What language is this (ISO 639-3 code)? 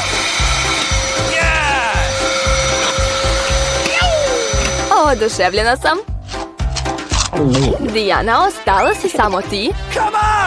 srp